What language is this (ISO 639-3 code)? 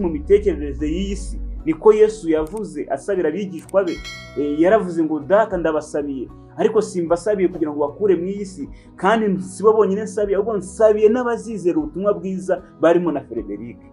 kin